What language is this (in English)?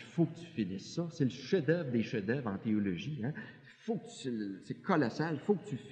French